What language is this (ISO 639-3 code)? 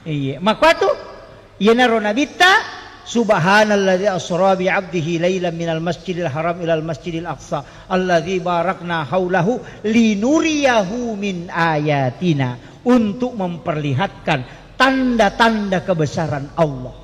bug